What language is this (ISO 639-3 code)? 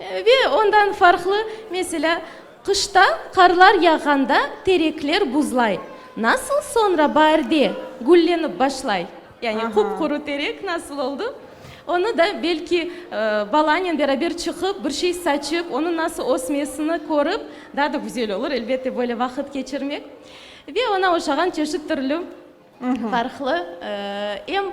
crh